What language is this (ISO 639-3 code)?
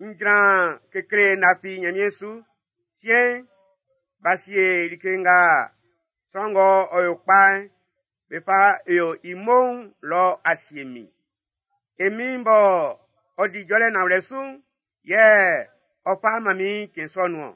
bci